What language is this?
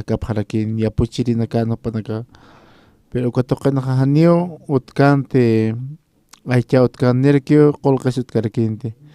Aymara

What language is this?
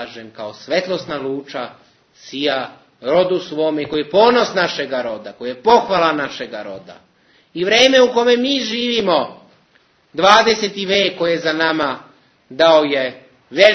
Serbian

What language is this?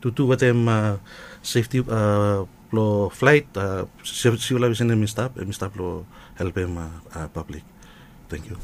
Bislama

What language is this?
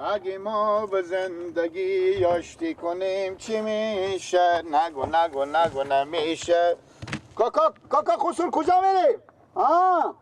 Persian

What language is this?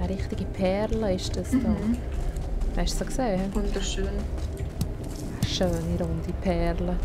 Swiss German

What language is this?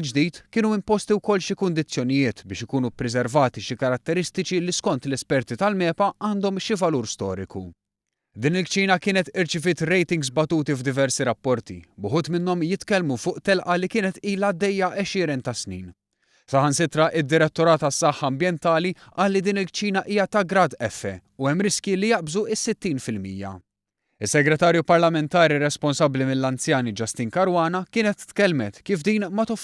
Maltese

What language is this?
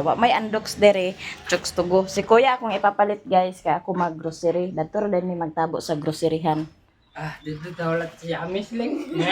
Cebuano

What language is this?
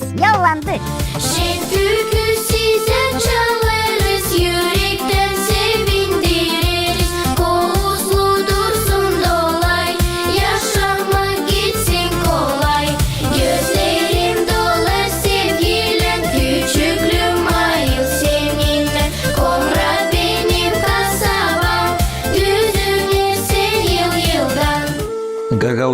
Gagauz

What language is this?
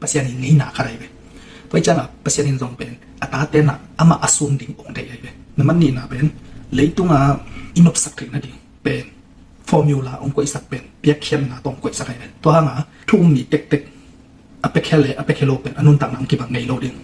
Tedim Chin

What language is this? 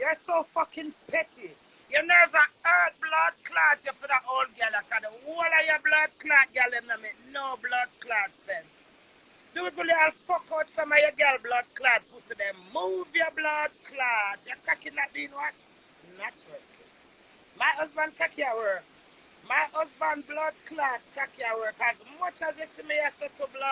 Jamaican Creole English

